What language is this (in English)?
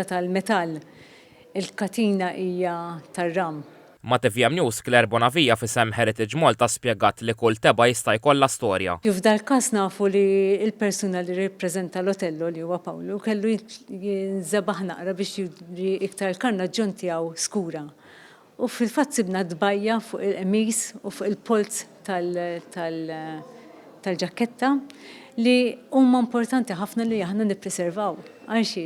Maltese